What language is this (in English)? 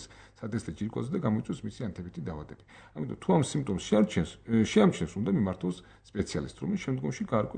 Georgian